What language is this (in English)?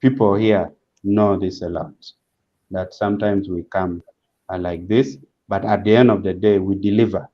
Acoli